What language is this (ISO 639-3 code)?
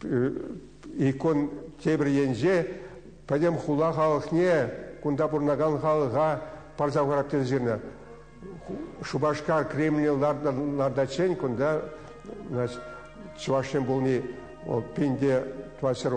chv